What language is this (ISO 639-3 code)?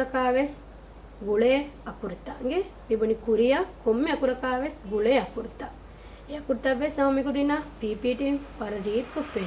div